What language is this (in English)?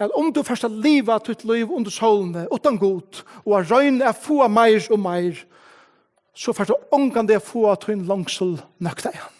Faroese